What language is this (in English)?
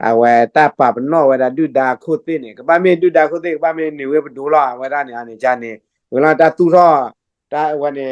S'gaw Karen